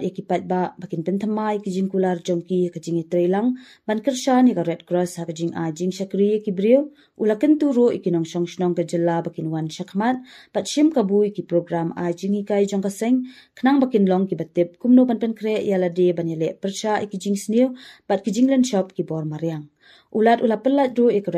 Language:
Khasi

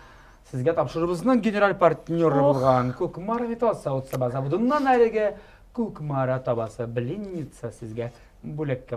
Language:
Tatar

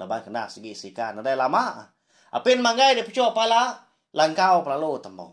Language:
Iban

